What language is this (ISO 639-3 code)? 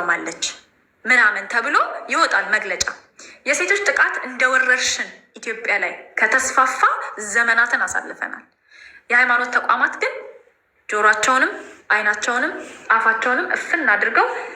amh